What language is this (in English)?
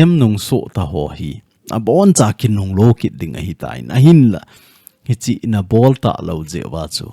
Thado Chin